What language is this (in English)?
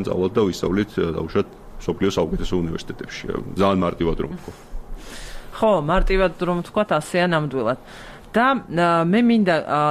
Georgian